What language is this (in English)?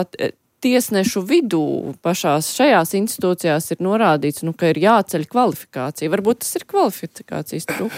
Latvian